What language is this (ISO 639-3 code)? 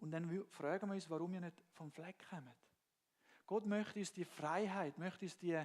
gsw